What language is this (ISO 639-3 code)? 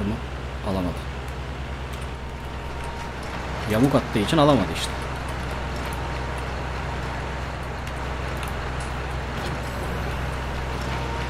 tur